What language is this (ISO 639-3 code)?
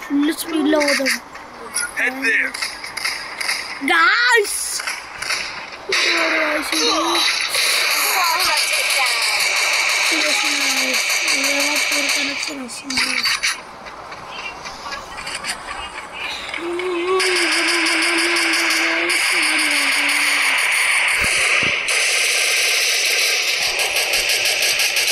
tel